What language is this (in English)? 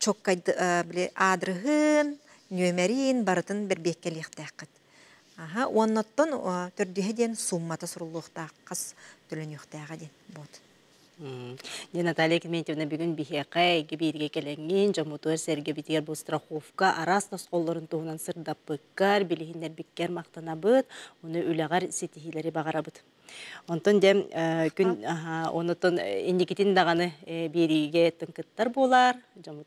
Yakut